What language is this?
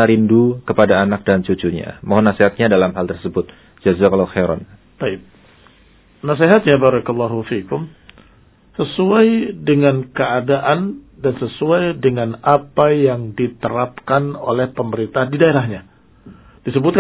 Indonesian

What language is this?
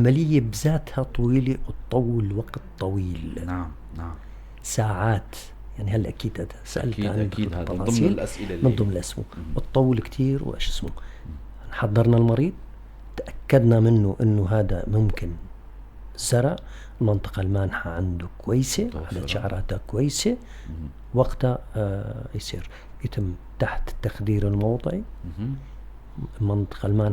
North Levantine Arabic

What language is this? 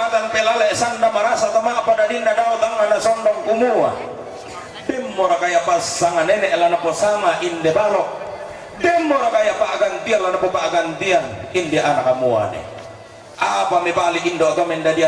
Toraja-Sa'dan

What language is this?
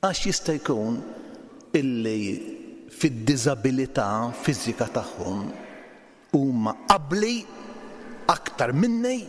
Maltese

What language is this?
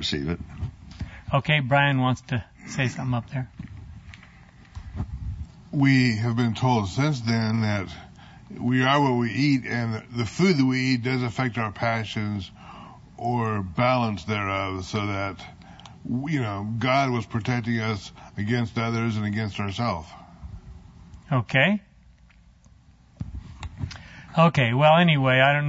English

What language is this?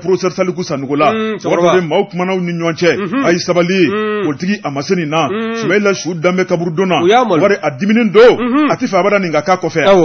Bambara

